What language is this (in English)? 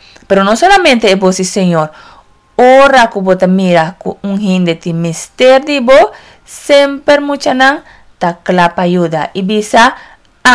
Papiamento